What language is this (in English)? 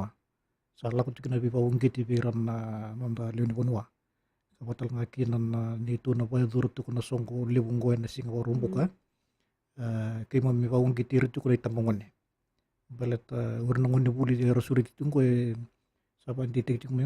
Fijian